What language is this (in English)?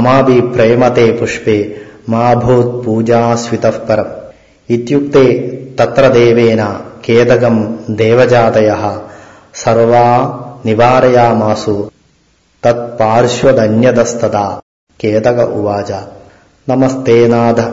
Sanskrit